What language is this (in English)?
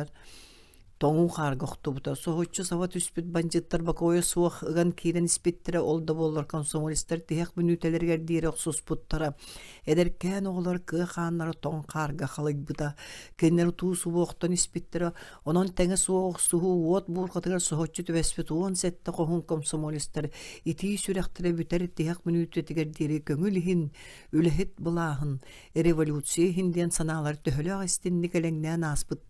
Yakut